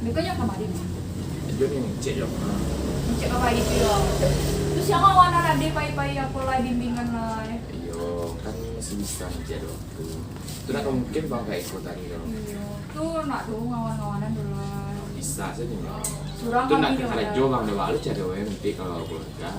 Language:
Minangkabau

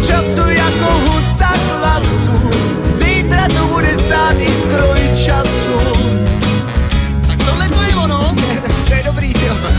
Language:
Czech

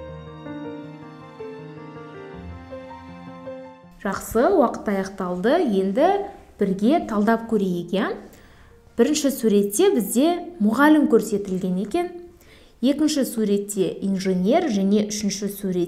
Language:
Kazakh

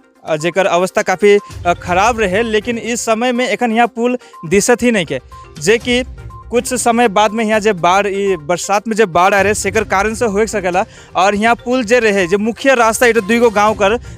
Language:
Sadri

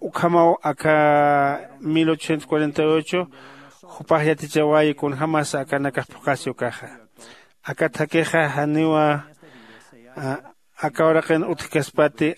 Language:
Aymara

